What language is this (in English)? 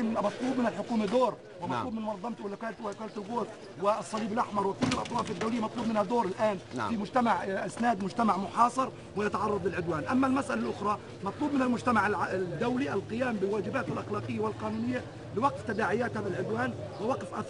Arabic